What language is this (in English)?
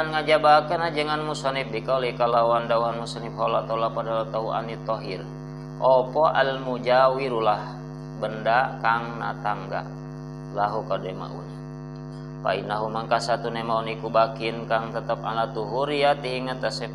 Sundanese